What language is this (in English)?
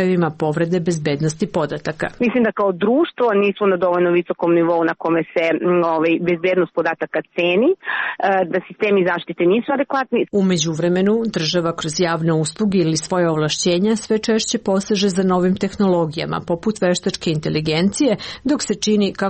Serbian